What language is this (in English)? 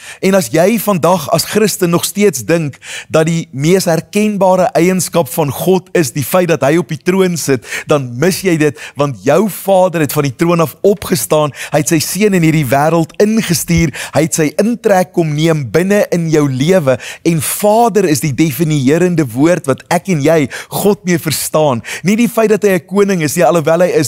Afrikaans